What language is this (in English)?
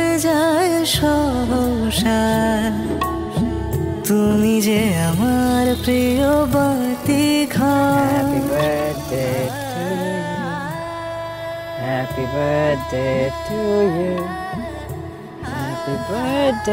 Bangla